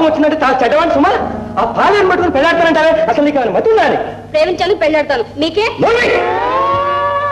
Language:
Telugu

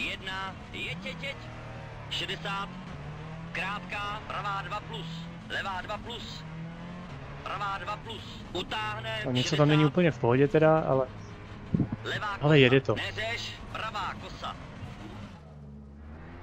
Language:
Czech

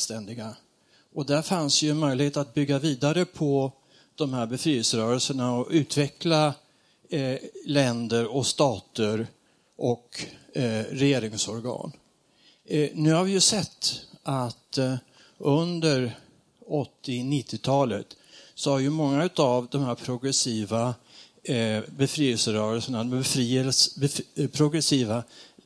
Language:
Swedish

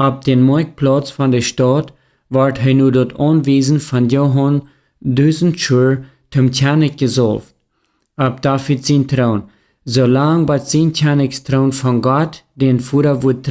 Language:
Plautdietsch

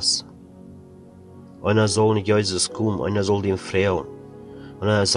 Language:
Plautdietsch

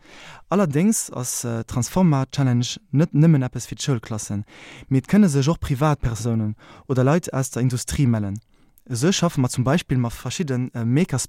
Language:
Luxembourgish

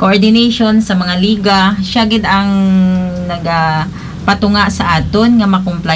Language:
Hiligaynon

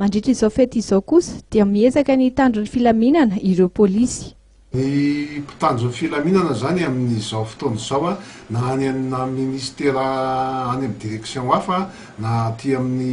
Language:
Malagasy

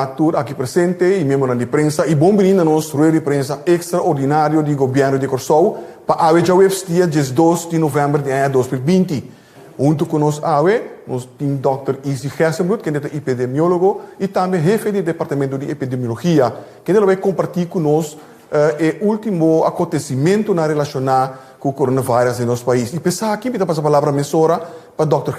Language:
Papiamento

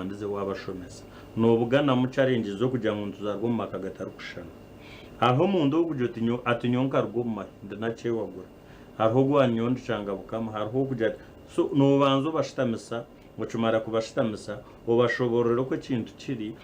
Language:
Nyankole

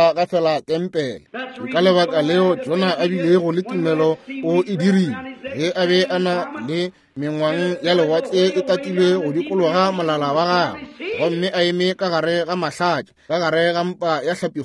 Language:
Northern Sotho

